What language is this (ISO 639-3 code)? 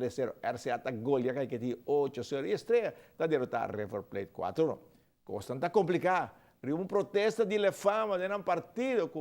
pap